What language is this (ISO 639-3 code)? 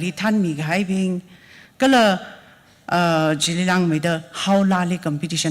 nmf